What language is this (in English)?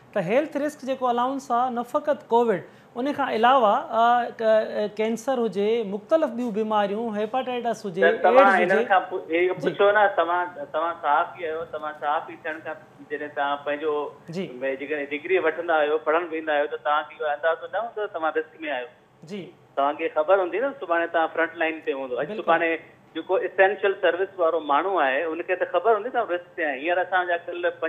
Sindhi